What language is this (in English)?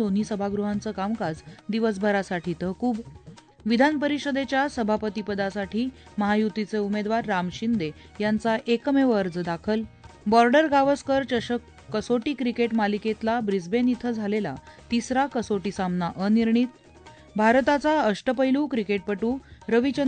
Marathi